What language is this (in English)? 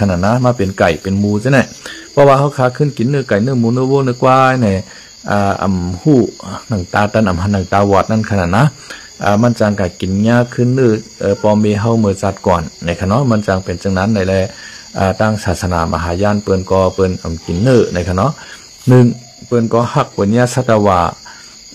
Shan